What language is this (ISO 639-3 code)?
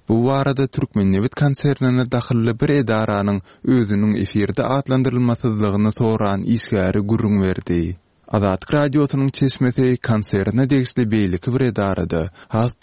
tuk